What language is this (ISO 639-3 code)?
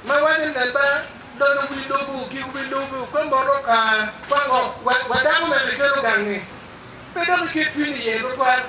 ach